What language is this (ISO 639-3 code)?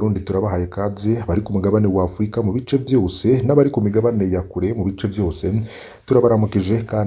run